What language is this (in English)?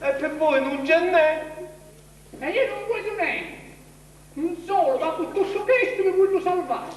Sicilian